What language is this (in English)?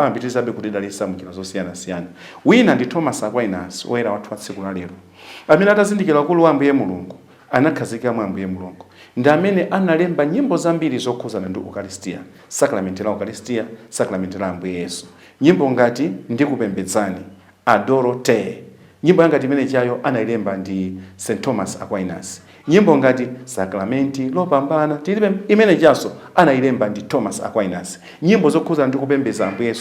Nyanja